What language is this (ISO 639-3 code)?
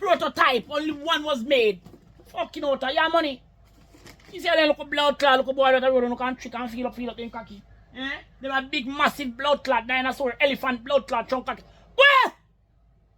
jam